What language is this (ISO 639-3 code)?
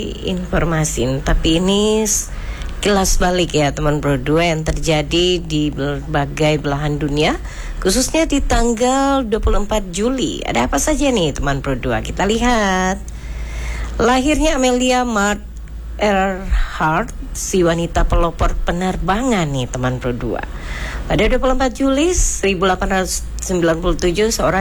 ind